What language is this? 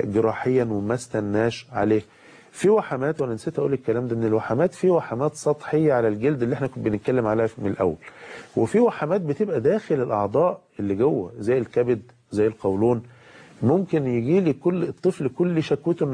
Egyptian Arabic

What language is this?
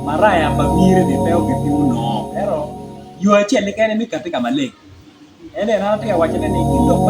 Acoli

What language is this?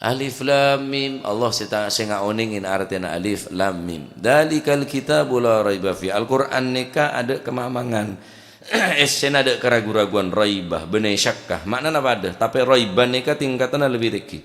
Madurese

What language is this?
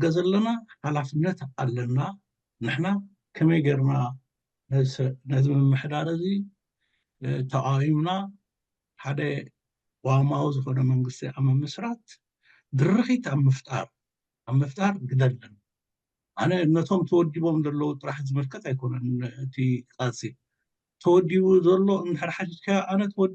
Tigrinya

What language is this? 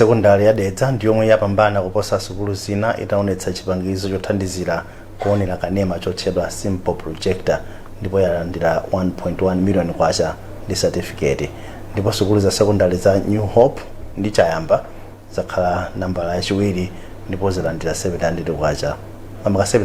Nyanja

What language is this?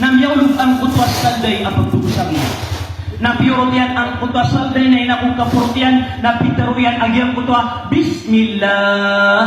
Maranao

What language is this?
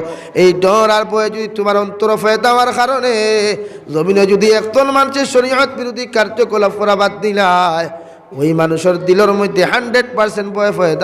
Sylheti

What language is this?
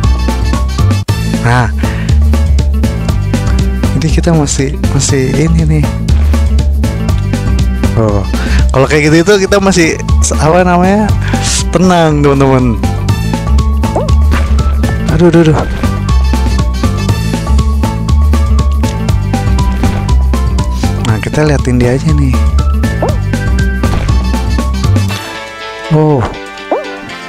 Indonesian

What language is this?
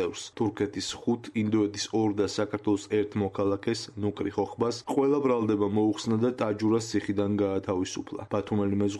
Georgian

